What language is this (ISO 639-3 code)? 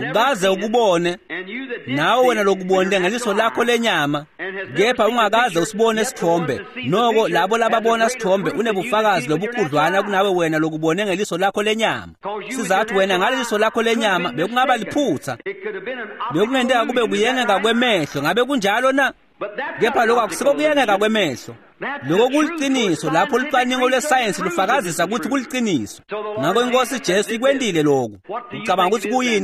ssw